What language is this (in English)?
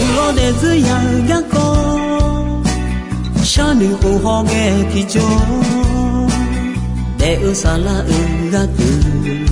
Akha